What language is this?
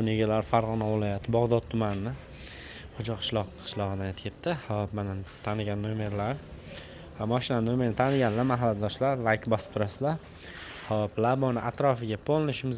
Uzbek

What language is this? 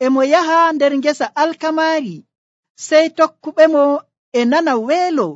Nigerian Fulfulde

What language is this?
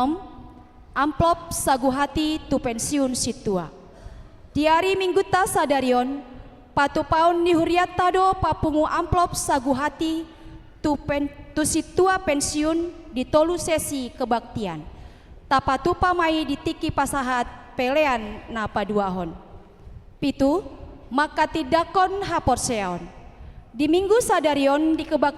Batak Toba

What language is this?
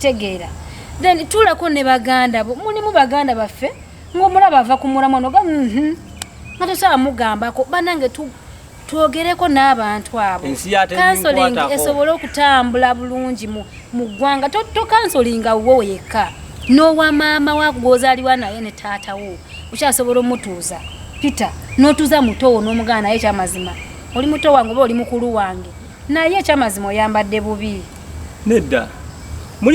Ganda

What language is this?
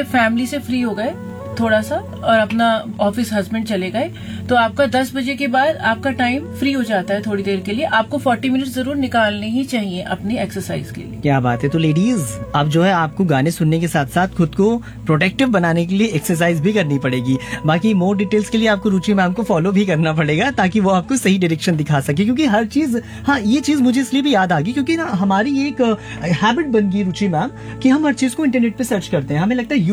Hindi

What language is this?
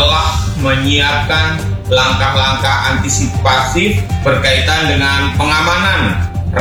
Indonesian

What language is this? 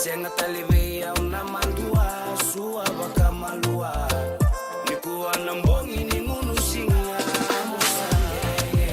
Fijian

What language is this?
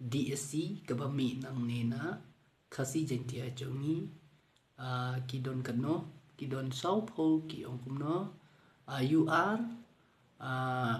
Khasi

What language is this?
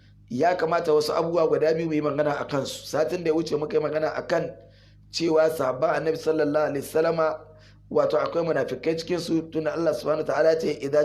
Hausa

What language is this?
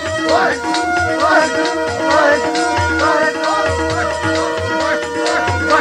Punjabi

